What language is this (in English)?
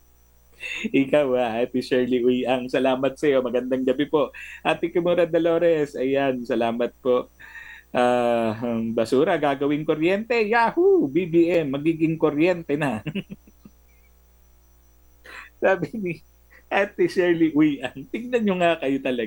Filipino